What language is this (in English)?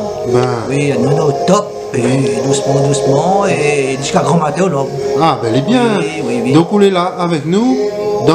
Réunion Creole French